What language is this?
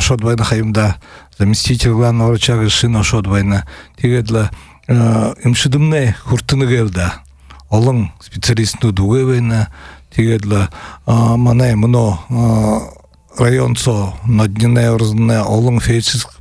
Buriat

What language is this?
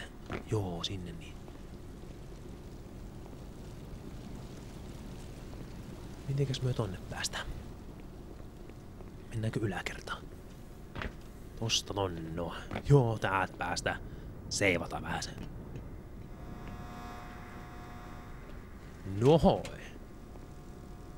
Finnish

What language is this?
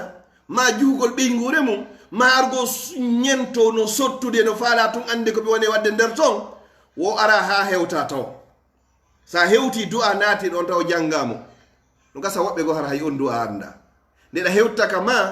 Fula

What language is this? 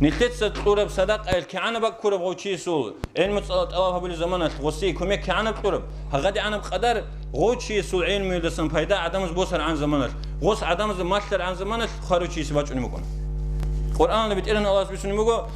Avaric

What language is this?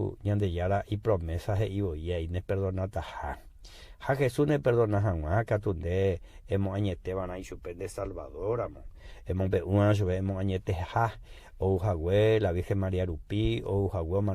Guarani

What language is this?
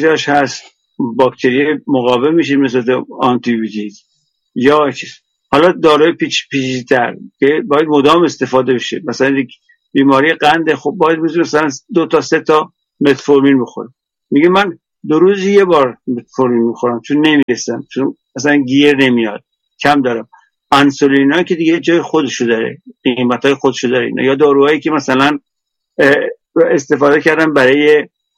Persian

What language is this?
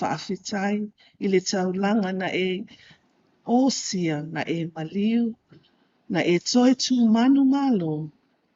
Samoan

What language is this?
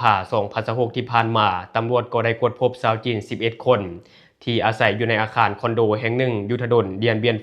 Lao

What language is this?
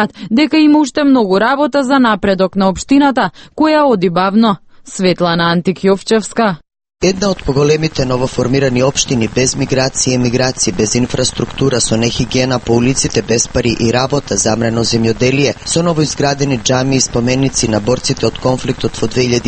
Macedonian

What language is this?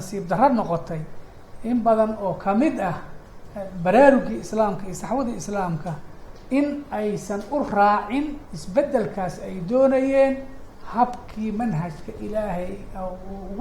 Somali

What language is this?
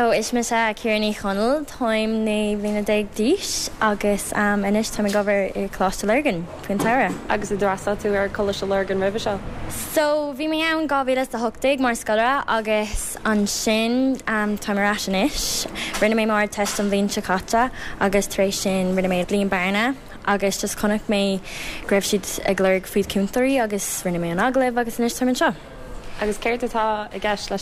Irish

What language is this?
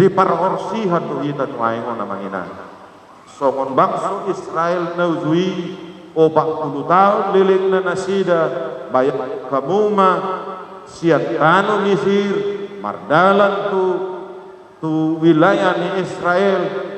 Batak Toba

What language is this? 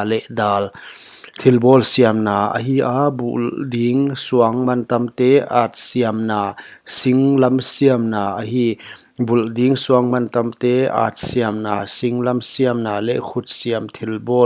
Paite Chin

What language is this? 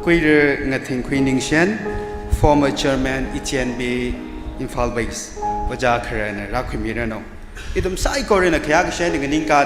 Tangkhul Naga (India)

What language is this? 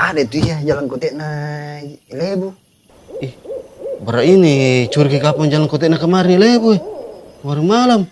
Makassar Malay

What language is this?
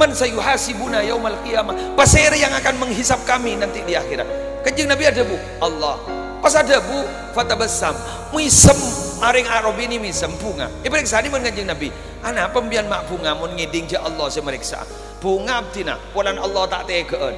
Madurese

